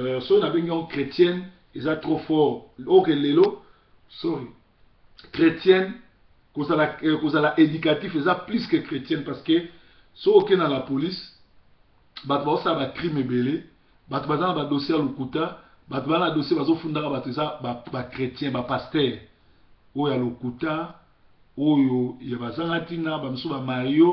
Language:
Lingala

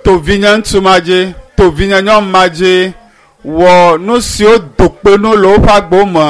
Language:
Ewe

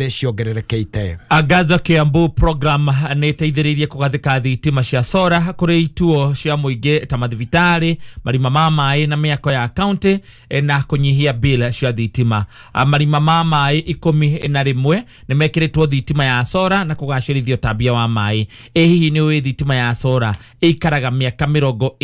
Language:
Kikuyu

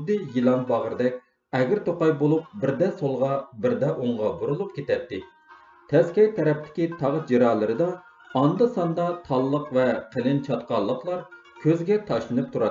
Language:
Uyghur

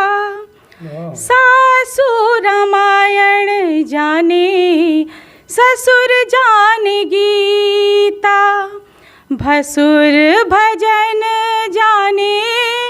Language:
Bhojpuri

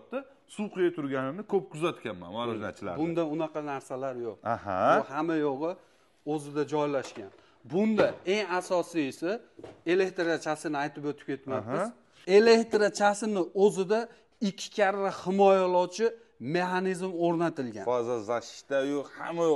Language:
Uzbek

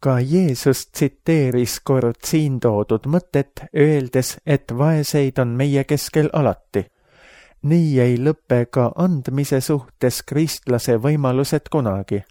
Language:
Estonian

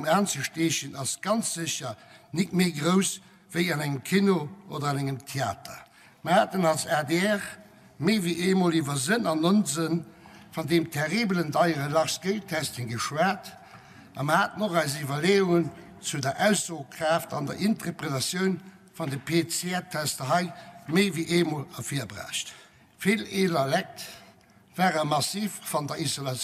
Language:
Luxembourgish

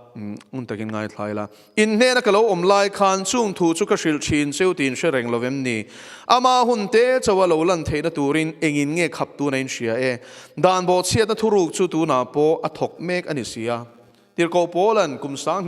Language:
Mizo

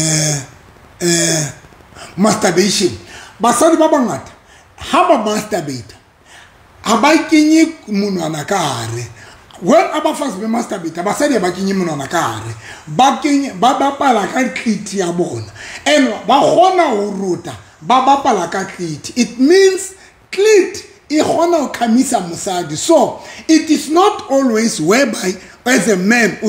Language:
Southern Sotho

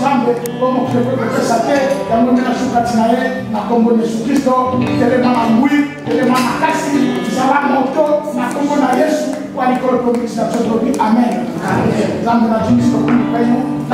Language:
French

